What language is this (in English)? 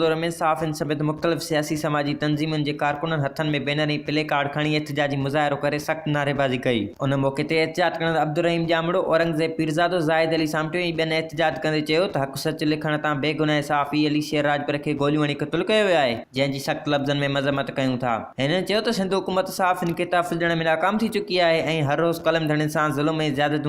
Sindhi